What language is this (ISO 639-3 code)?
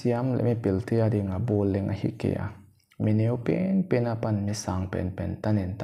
pck